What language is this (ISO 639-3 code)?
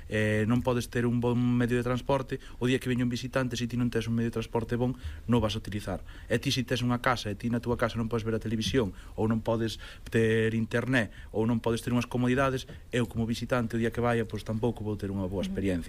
glg